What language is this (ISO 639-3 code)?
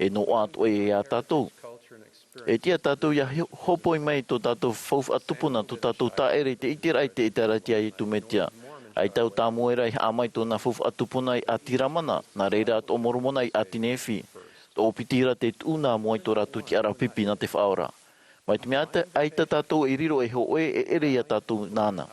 tah